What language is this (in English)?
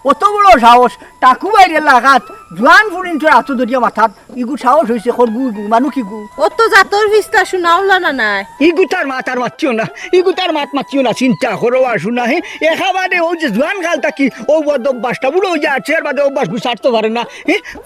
Sylheti